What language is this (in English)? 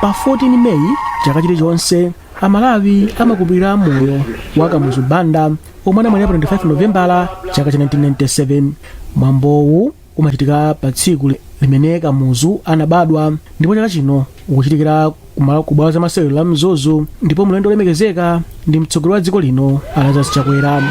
Nyanja